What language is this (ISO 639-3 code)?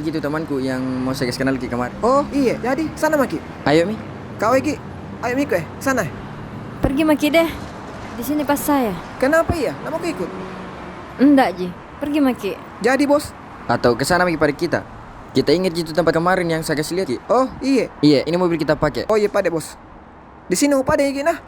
mfp